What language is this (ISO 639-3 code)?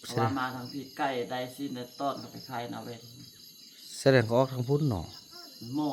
tts